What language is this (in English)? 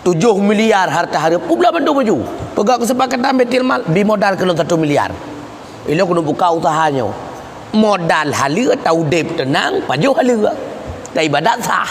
Achinese